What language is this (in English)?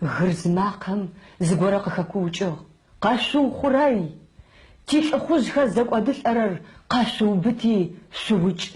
Adyghe